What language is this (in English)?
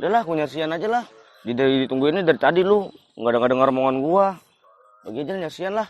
Betawi